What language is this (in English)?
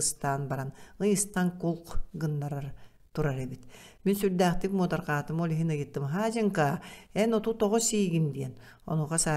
Yakut